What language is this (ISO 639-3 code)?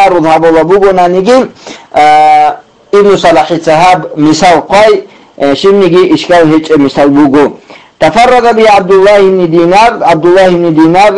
ava